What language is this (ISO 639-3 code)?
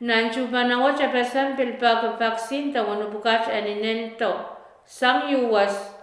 pon